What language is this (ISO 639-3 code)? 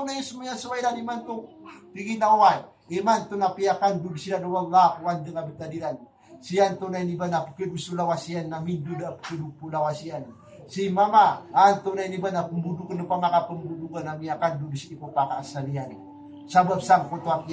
mrw